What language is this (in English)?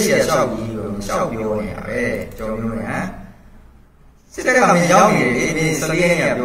Burmese